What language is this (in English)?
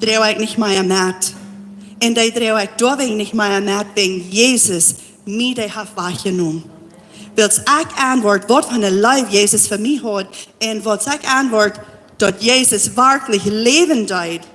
Plautdietsch